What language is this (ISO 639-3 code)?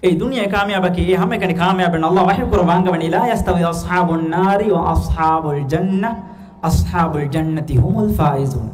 div